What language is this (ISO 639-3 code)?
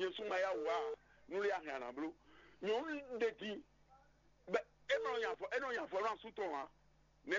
fon